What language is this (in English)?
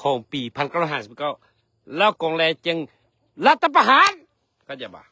Lao